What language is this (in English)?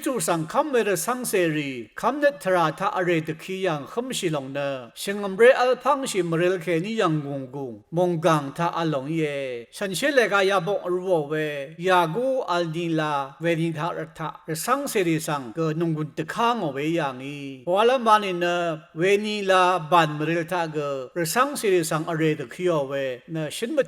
Rawang